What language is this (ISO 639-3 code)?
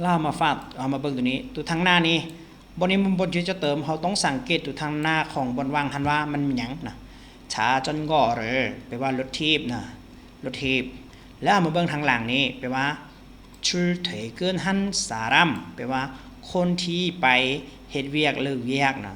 lao